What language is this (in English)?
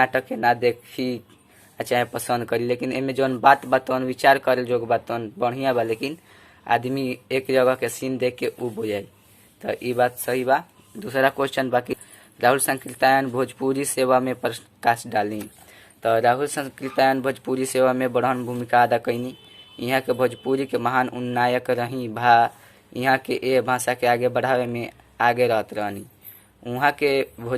Bhojpuri